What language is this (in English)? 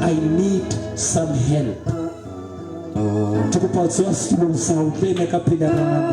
Southern Sotho